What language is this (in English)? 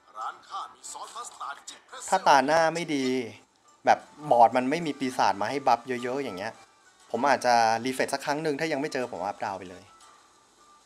Thai